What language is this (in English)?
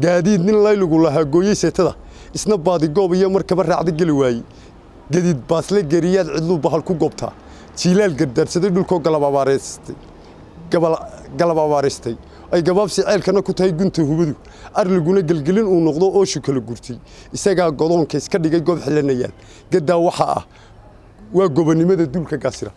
Somali